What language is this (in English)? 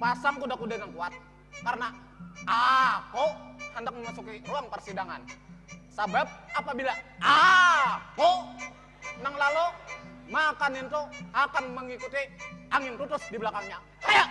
Banjar